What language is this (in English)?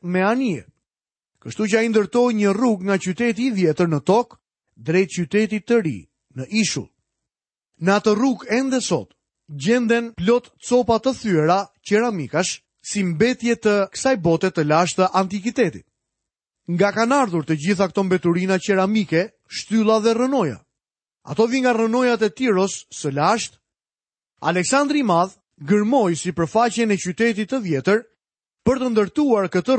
Albanian